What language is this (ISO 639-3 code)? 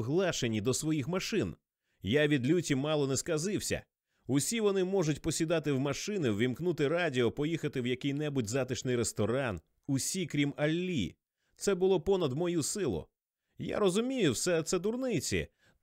ukr